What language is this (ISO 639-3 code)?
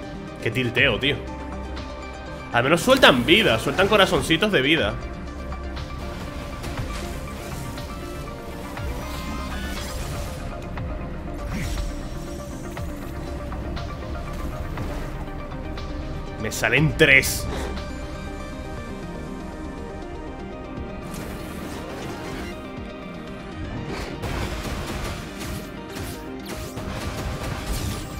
spa